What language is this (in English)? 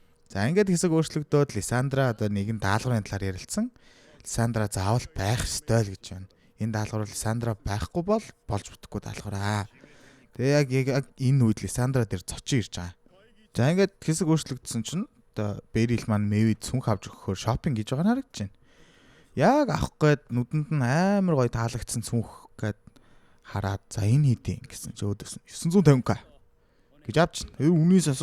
Mongolian